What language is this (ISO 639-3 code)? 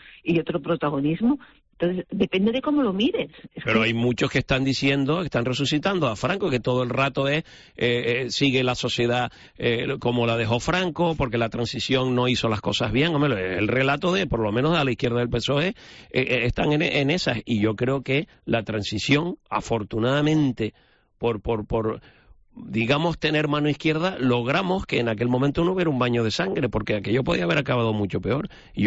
spa